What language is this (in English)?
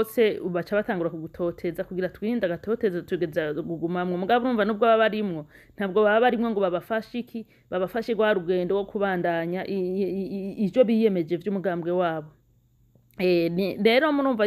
Rundi